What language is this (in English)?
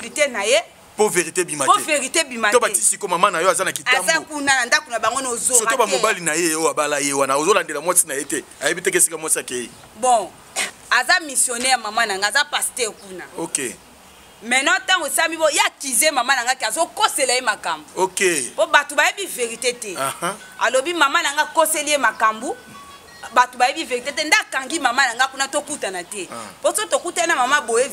Lingala